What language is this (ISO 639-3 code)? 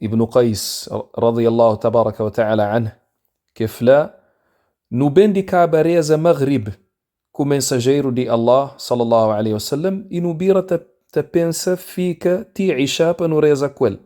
kea